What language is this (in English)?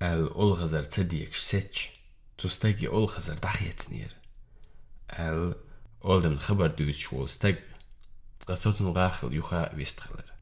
Chechen